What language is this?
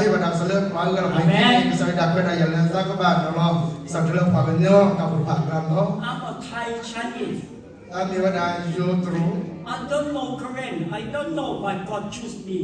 S'gaw Karen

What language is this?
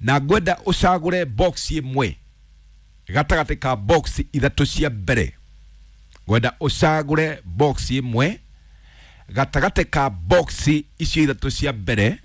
Kikuyu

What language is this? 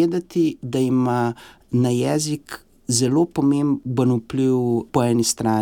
Slovenian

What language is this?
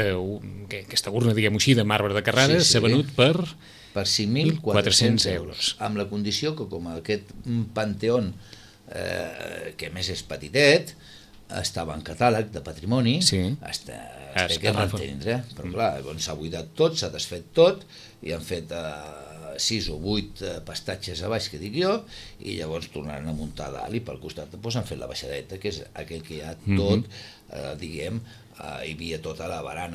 Catalan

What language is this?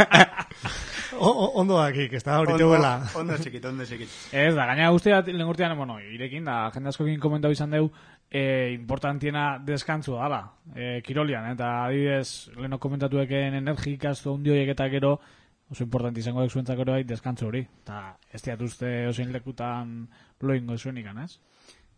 Basque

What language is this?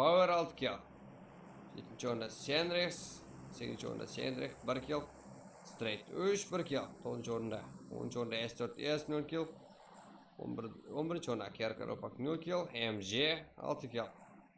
Kara-Kalpak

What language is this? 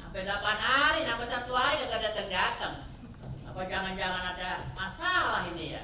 Betawi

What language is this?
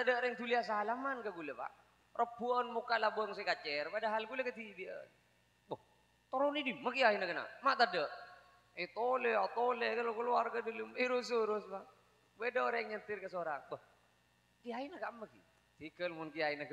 Madurese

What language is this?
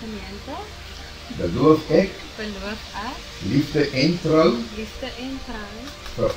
Afrikaans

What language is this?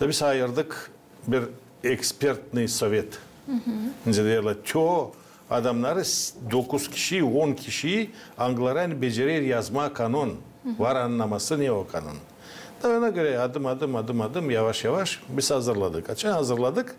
Gagauz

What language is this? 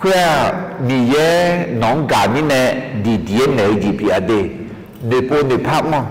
Akha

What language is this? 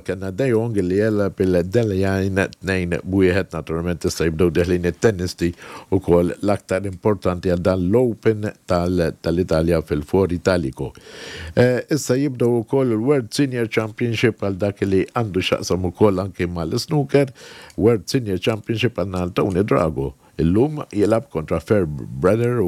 Maltese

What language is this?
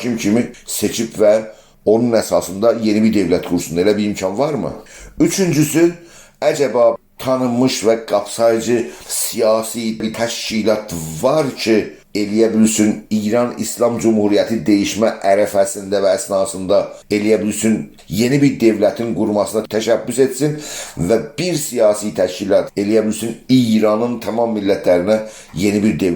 South Azerbaijani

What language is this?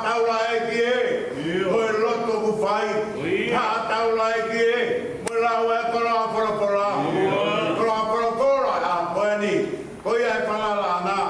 Tongan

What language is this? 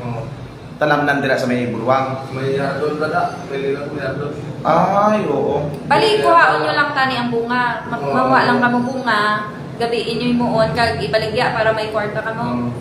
Hiligaynon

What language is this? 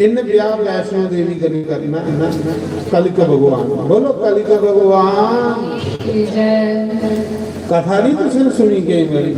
Dogri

